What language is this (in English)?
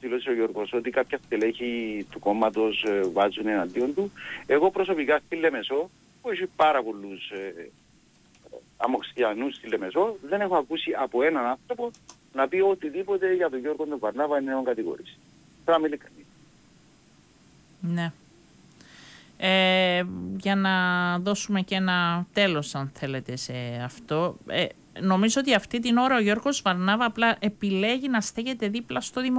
Greek